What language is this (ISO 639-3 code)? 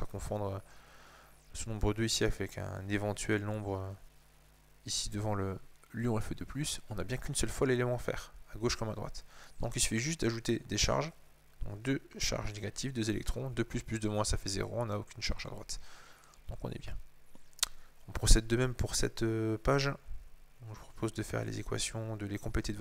fra